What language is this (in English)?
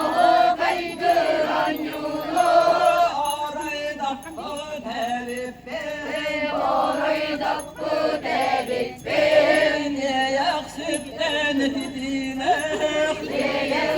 Yakut